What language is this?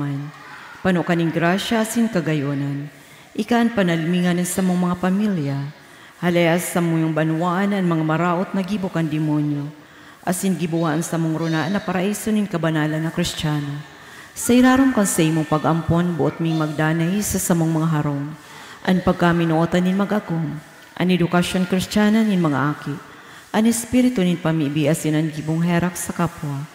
Bikol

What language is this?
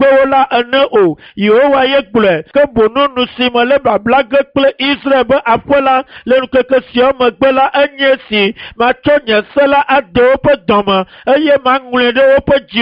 Ewe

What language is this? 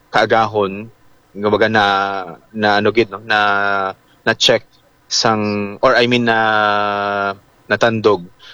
Hiligaynon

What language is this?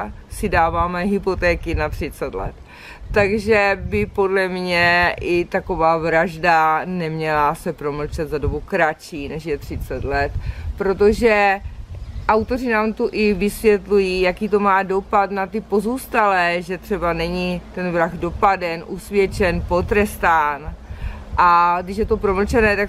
Czech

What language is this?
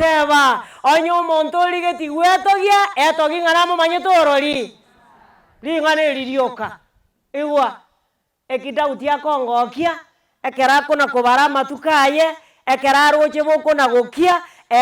Gusii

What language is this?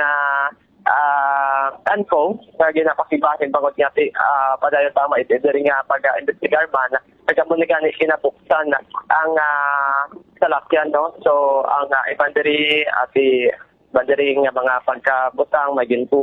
Hiligaynon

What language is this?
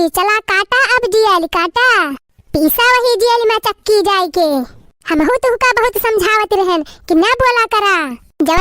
Awadhi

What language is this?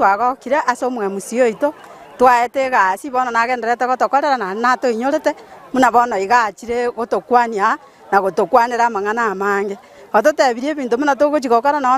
Gusii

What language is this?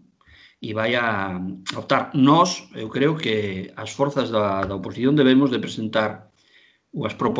Galician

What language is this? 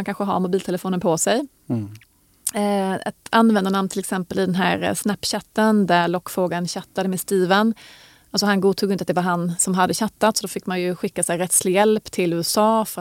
Swedish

